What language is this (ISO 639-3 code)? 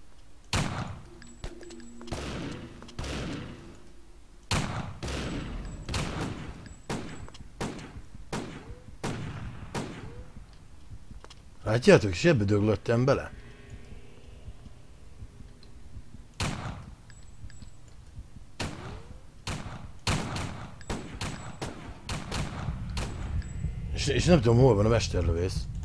hun